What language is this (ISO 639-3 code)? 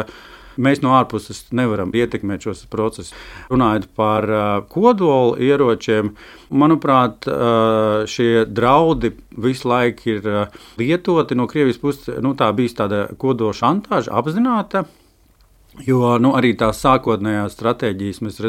lav